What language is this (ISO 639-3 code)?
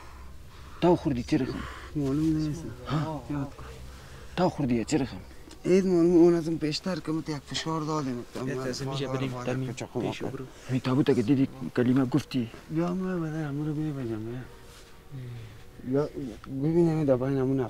fas